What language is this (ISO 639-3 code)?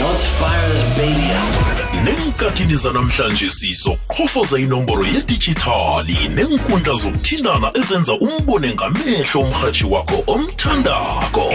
nbl